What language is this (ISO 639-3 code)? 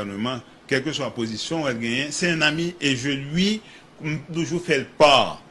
hat